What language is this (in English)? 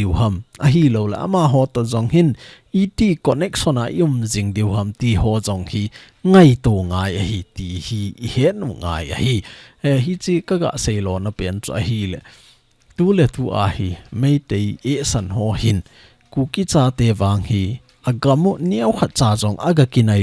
Thado Chin